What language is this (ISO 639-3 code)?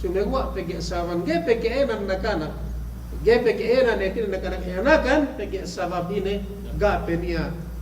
yka